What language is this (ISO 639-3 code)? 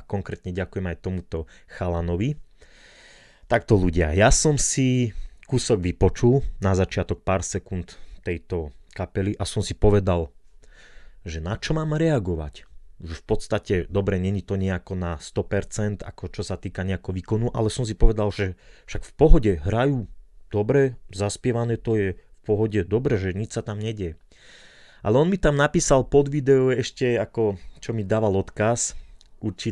slk